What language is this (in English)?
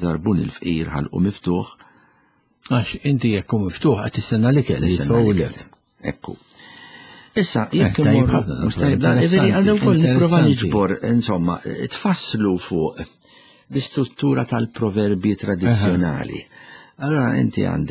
Maltese